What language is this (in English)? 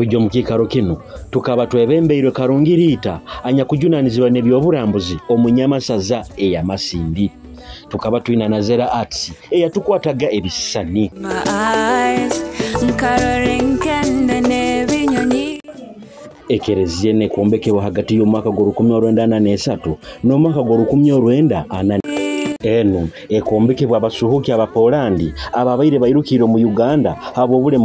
Nyoro